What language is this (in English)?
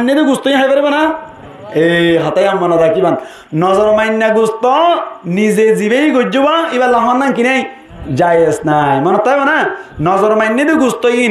Rohingya